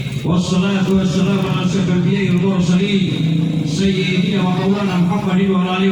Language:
Gorontalo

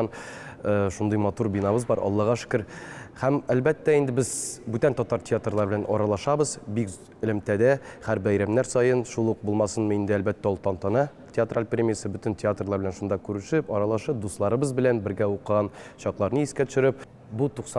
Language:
Tatar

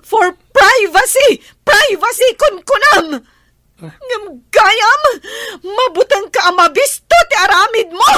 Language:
Iloko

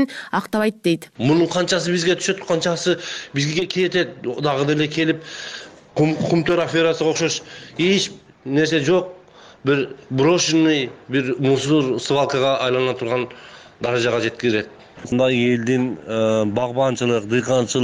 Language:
Kyrgyz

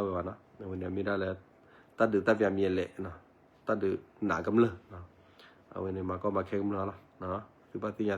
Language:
S'gaw Karen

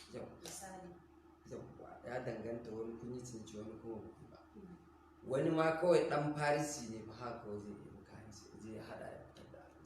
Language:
Hausa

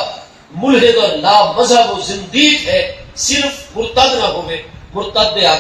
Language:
Saraiki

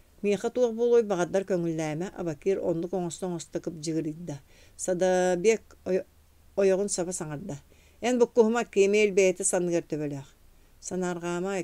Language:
Yakut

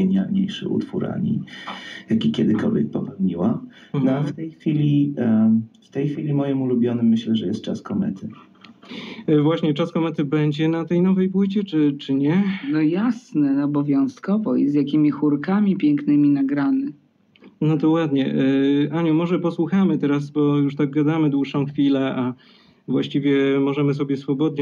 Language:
Polish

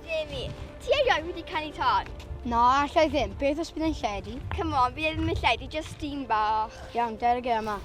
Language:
Welsh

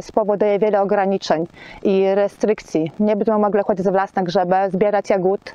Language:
Kashubian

